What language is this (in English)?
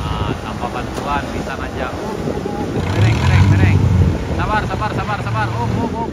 Minangkabau